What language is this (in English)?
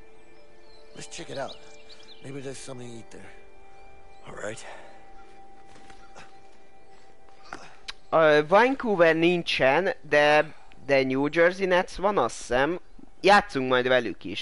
Hungarian